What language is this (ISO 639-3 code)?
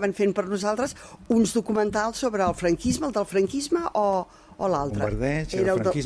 cat